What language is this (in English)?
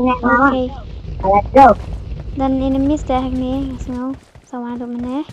Khasi